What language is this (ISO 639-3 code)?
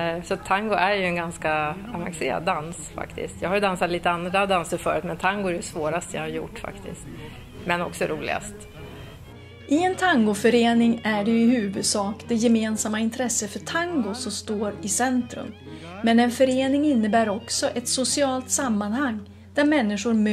swe